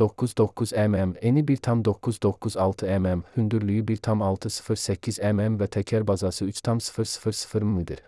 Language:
Azerbaijani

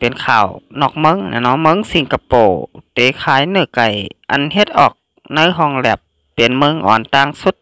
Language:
Shan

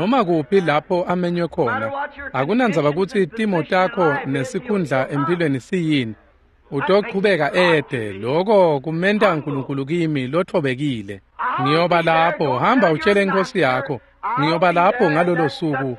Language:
Swati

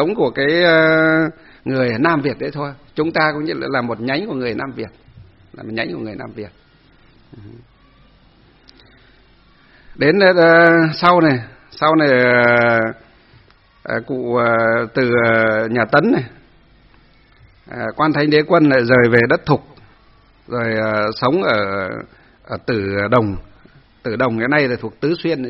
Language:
Vietnamese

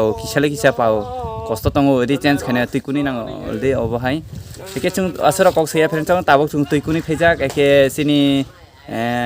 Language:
Kok Borok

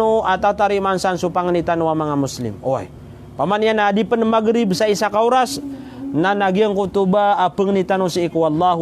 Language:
Maranao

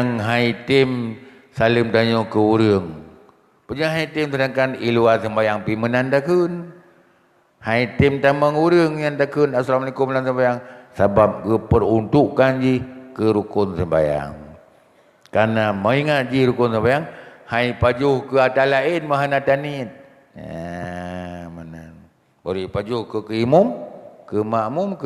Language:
Achinese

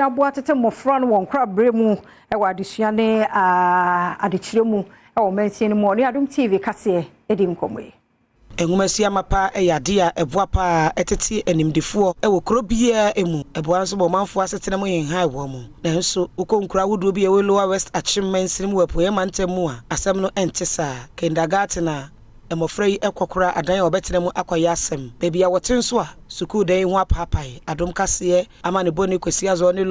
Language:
Akan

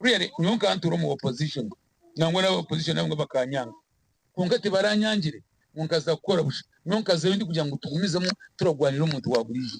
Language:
Nyankole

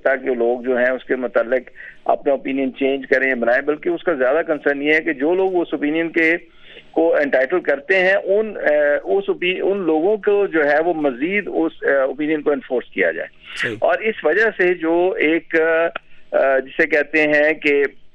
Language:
Urdu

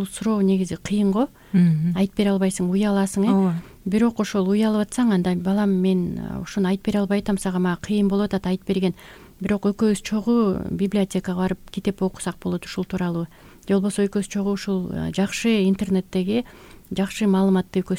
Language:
Kyrgyz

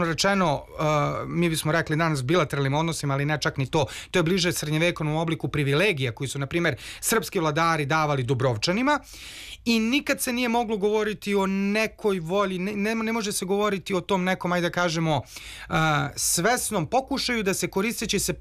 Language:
Serbian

